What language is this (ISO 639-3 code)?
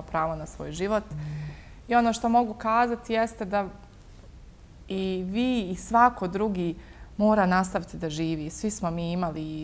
bos